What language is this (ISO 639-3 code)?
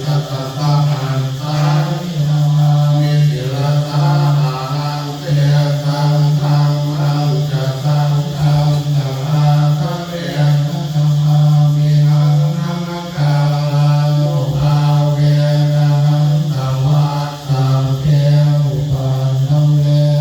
pli